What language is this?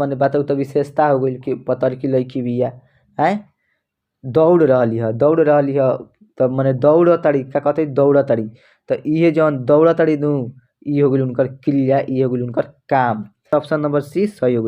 Bhojpuri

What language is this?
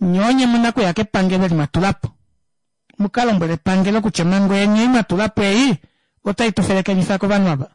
Kuanyama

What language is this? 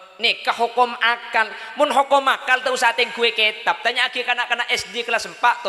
Madurese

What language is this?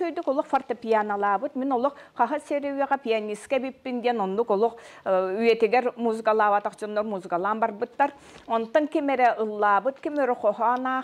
Yakut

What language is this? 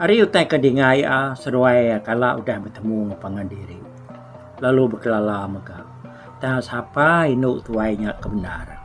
Iban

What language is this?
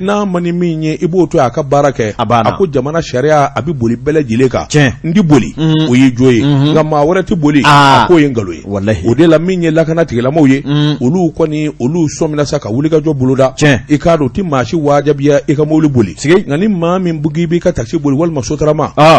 Bambara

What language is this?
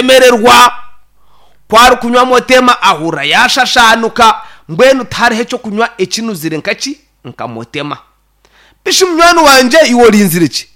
Nyankole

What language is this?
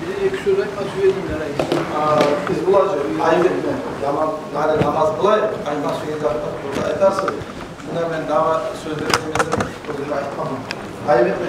Kumyk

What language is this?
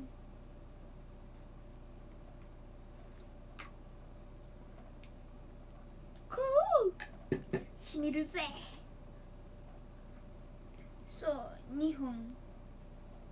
Japanese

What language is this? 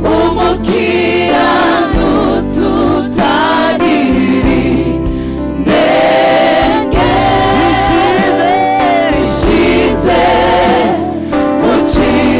Kinyarwanda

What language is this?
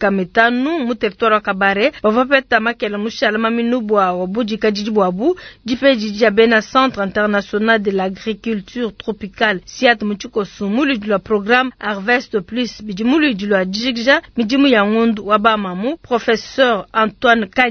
Luba-Lulua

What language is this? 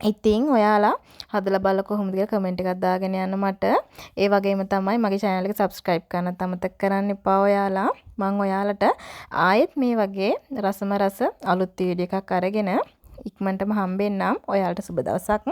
Sinhala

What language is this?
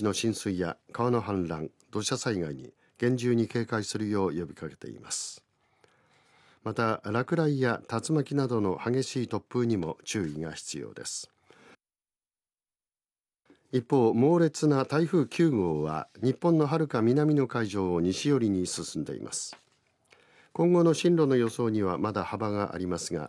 Japanese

